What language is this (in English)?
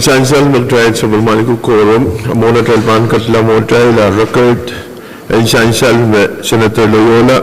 Pohnpeian